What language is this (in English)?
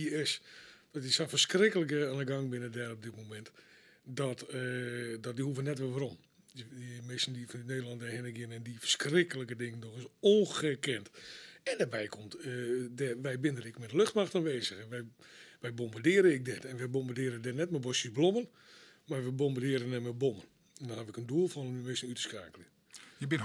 Western Frisian